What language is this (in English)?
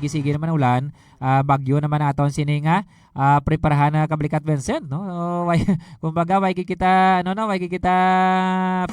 Hiligaynon